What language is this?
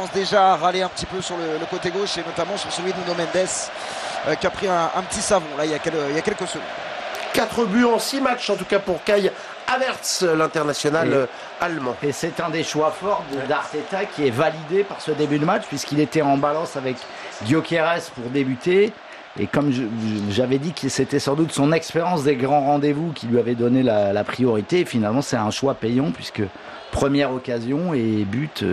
French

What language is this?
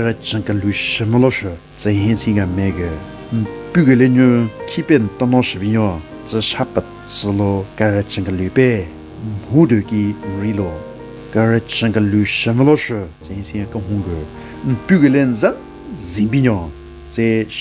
Southern Rengma Naga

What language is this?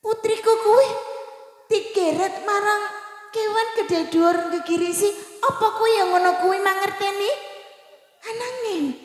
Javanese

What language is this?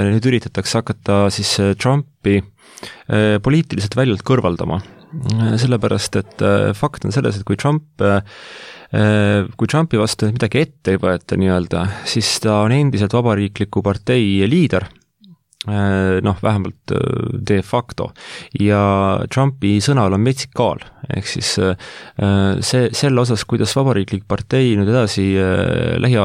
Estonian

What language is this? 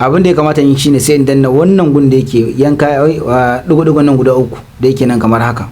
Hausa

